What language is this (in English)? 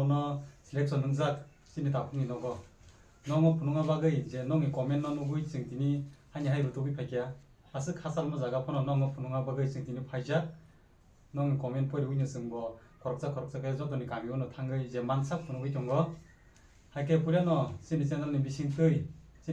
Kok Borok